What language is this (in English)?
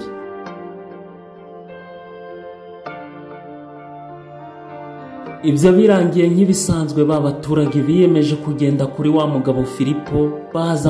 Kinyarwanda